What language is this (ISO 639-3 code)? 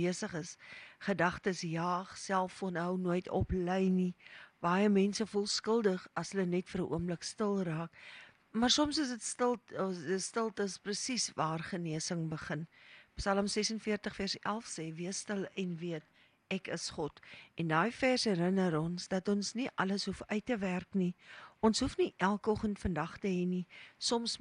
afr